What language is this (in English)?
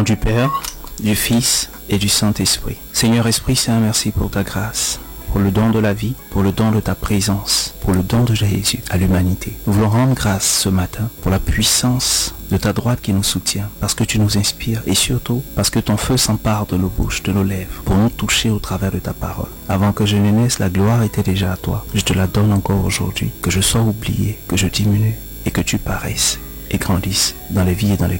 French